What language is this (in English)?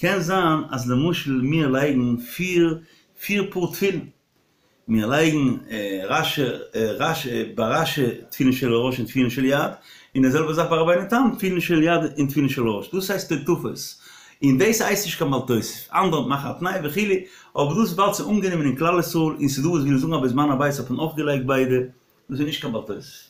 Yiddish